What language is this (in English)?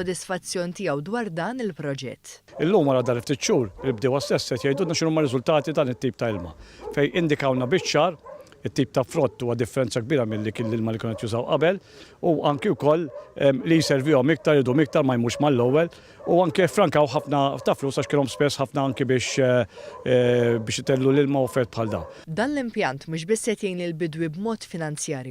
Maltese